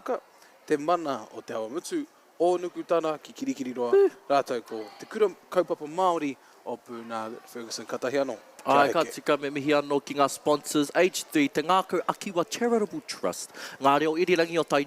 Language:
Māori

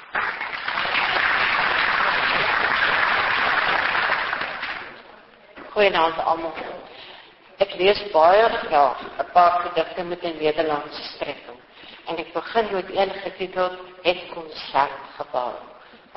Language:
Afrikaans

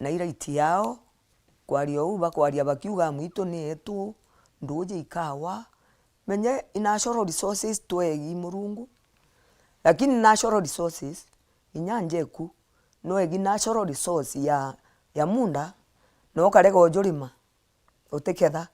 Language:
Meru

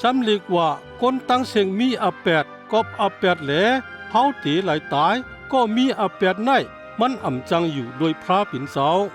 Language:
Shan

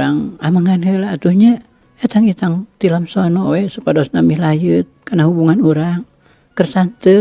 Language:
Sundanese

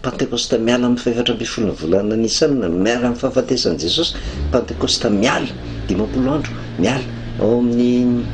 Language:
Malagasy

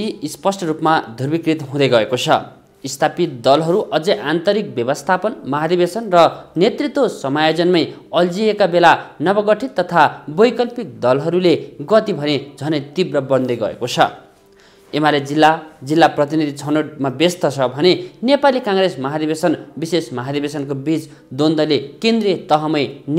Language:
Nepali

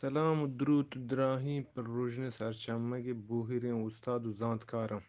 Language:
Eastern Balochi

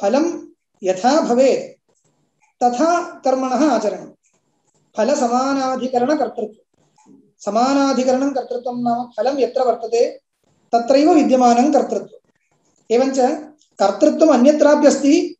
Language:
Sanskrit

